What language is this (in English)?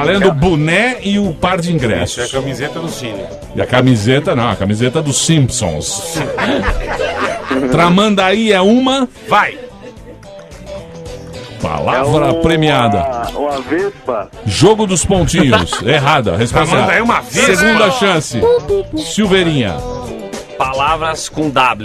Portuguese